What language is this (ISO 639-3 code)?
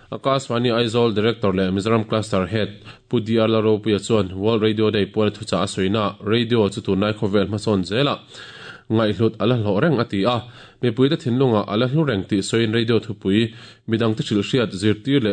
lus